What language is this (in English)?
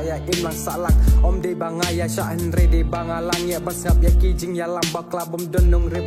Khasi